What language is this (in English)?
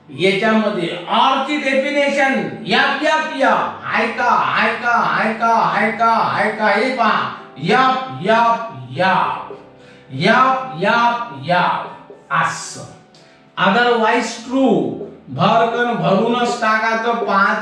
Marathi